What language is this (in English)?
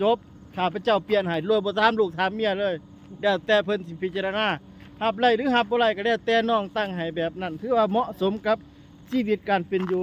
Lao